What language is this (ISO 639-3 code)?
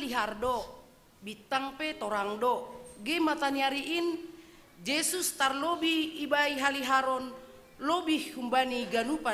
bts